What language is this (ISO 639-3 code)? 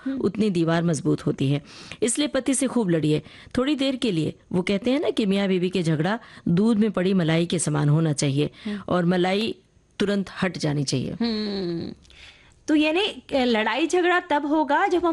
hin